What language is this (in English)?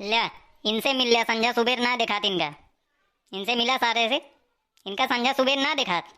Awadhi